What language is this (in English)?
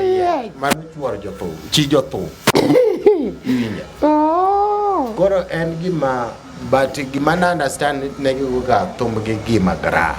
Luo (Kenya and Tanzania)